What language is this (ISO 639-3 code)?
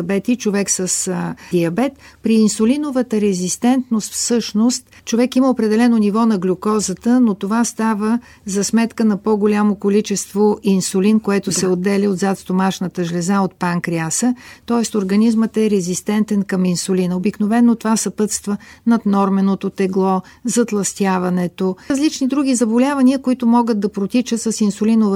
bul